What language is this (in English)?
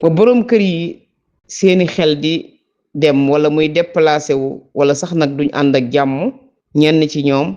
Wolof